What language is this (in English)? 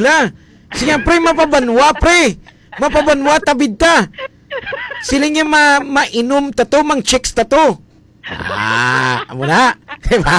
Hiligaynon